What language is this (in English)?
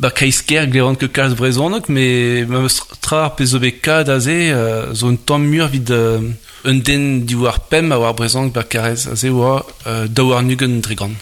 Breton